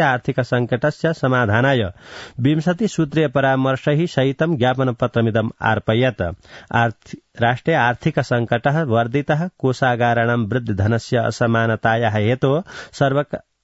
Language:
Sanskrit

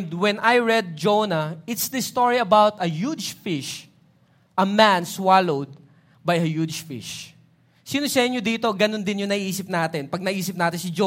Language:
Filipino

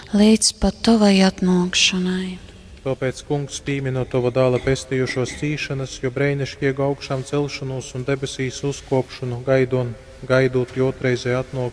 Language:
Latgalian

